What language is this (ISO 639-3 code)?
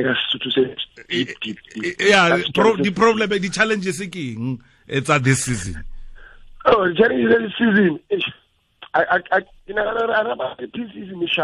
tsn